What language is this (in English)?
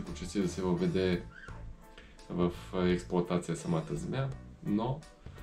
Bulgarian